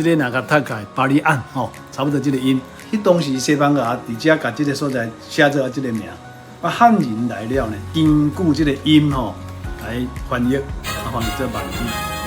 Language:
Min Nan Chinese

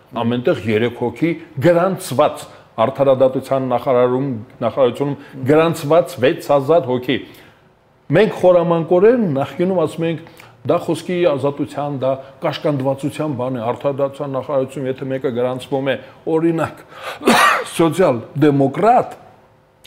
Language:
Armenian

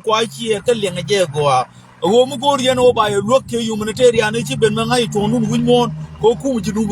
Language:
Nuer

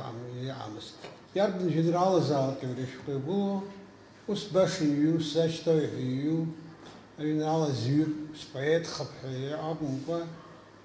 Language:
Abkhazian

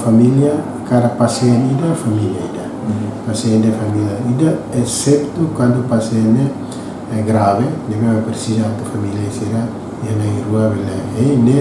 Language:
Tetum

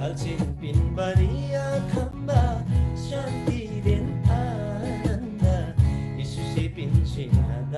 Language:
Eastern Tamang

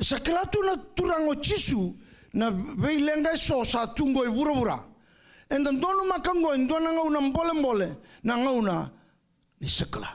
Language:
Fijian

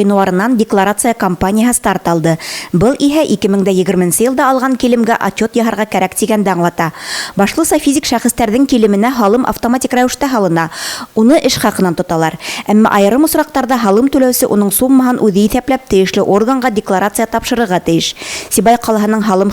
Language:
Bashkir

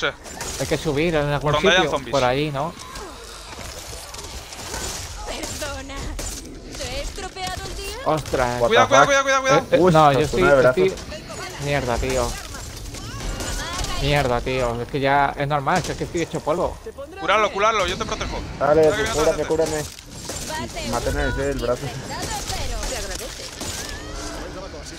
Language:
Spanish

